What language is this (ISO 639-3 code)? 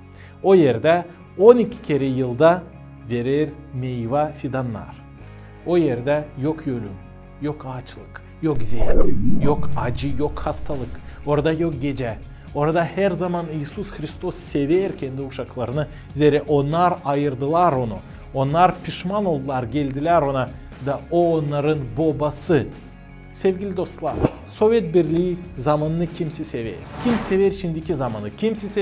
gag